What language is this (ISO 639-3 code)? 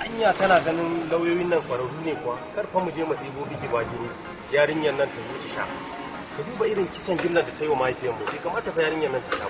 hau